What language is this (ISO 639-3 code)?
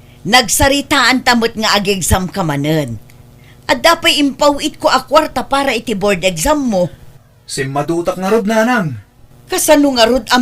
ilo